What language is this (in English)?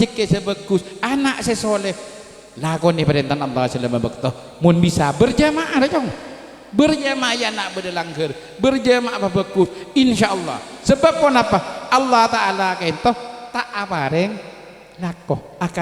Madurese